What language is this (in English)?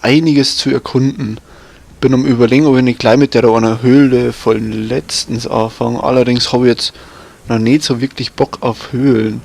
Bavarian